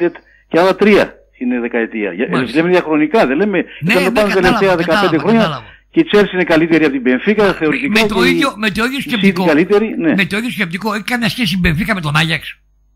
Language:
Greek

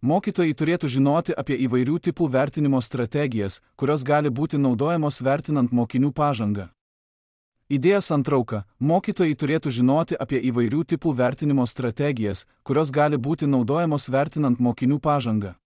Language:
Lithuanian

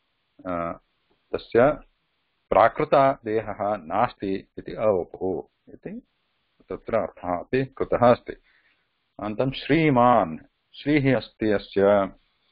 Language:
Sanskrit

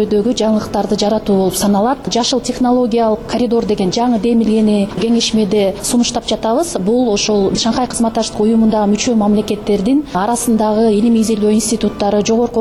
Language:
Kyrgyz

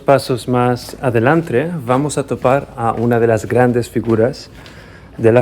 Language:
Ladino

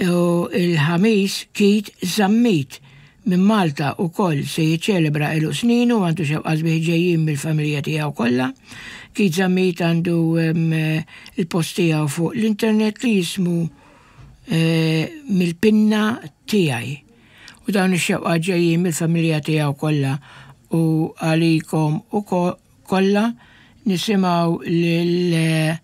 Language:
Maltese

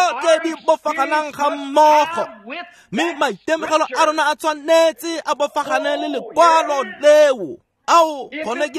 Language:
Tswana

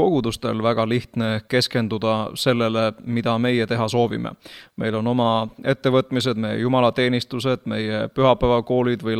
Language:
Estonian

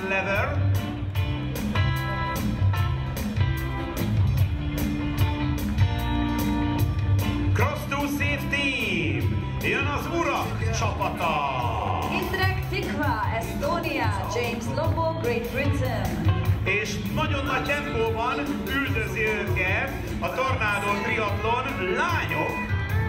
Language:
Hungarian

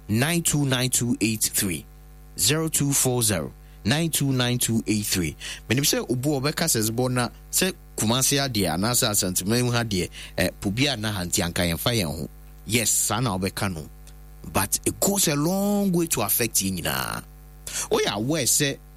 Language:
Akan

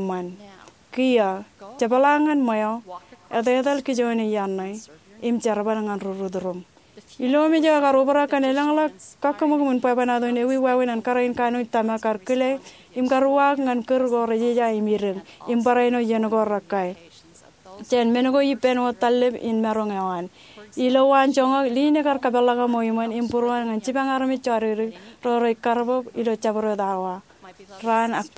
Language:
Marshallese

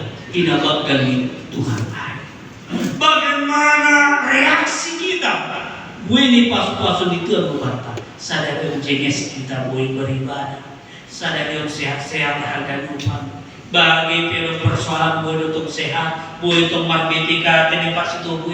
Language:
Batak Simalungun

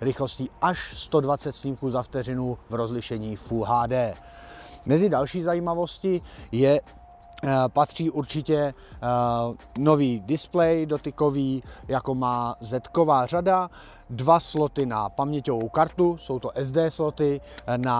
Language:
Czech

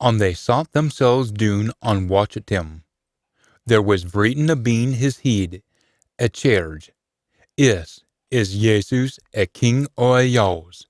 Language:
Scots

